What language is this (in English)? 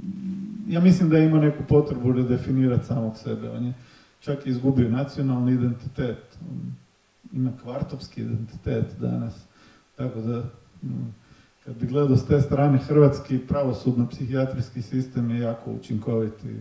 Croatian